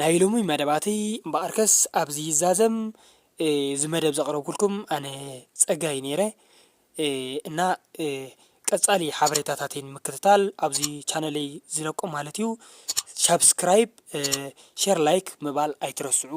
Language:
Tigrinya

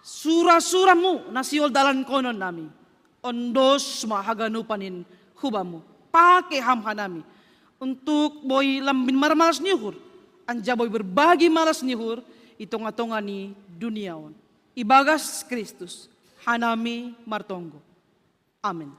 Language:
Batak Simalungun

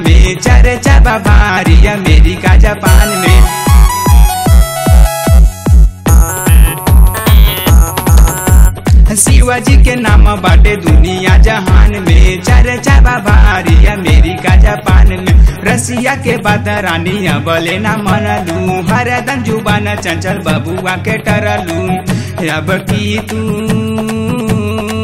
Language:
Bhojpuri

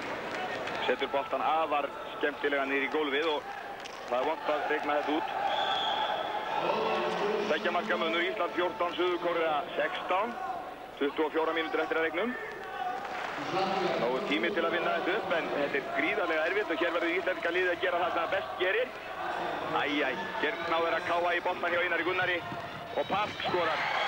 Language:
Icelandic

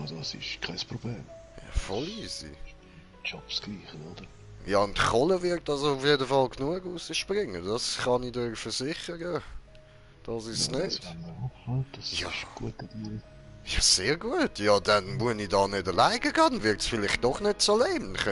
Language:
Swiss German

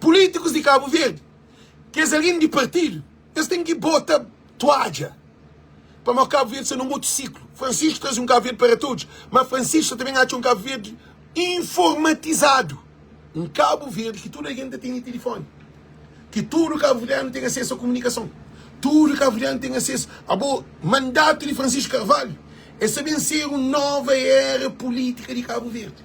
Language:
Kabuverdianu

